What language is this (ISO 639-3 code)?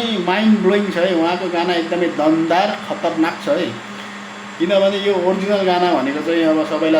nep